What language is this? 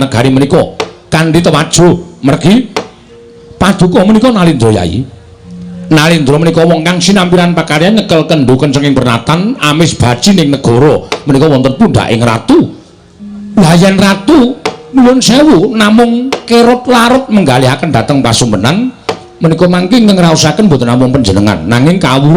Javanese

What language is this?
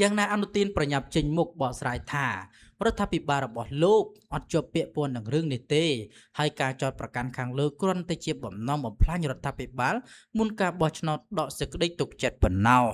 Khmer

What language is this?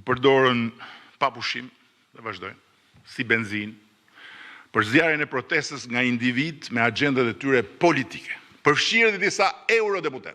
Albanian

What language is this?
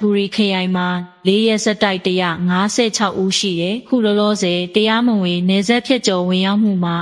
Burmese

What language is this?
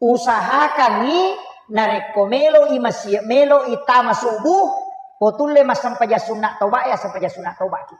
Buginese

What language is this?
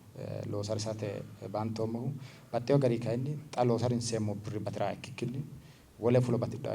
Sidamo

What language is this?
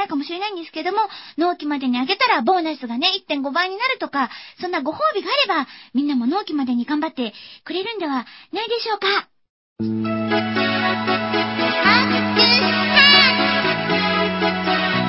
Japanese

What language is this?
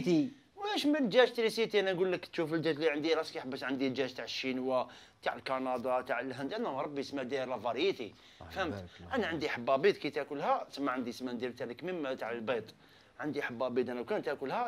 Algerian Arabic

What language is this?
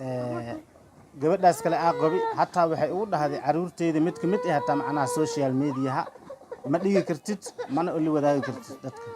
Somali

